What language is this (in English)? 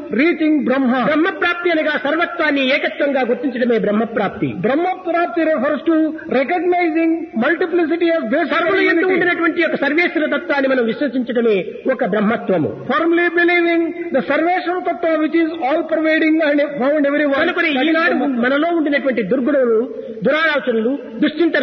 Telugu